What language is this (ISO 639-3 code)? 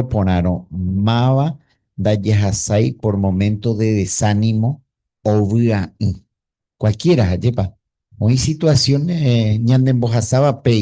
grn